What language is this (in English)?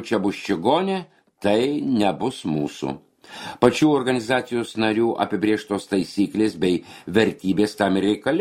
Lithuanian